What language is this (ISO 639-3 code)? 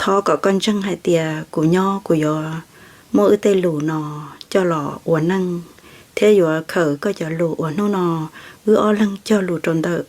hmn